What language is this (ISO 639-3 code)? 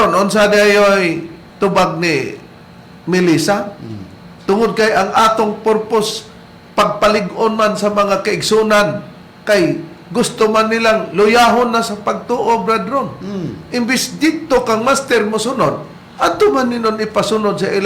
ceb